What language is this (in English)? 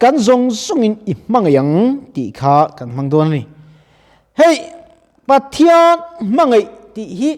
Mizo